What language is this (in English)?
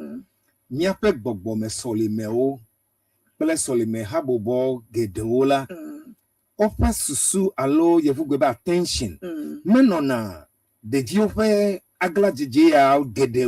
Ewe